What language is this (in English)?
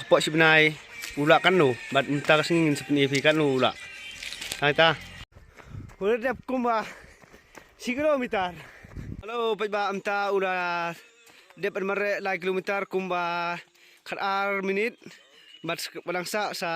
Khasi